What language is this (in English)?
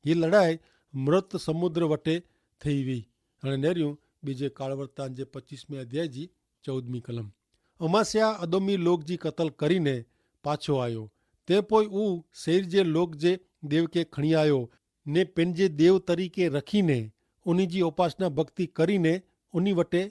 Kachhi